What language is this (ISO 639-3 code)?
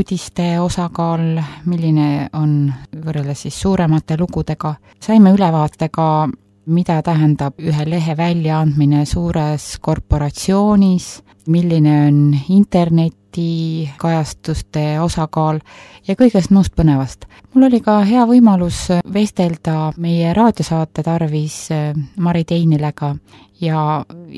est